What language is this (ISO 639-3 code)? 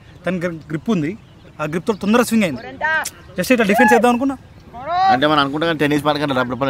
tel